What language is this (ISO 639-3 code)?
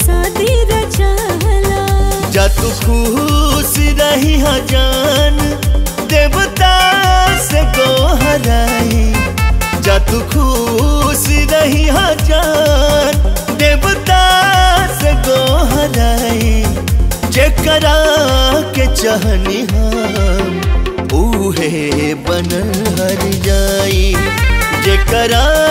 bho